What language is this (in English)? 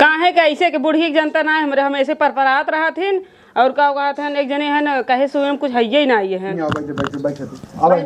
Awadhi